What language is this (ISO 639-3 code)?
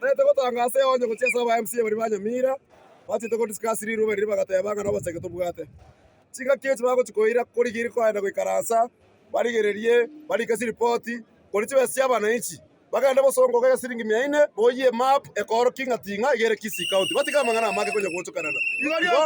guz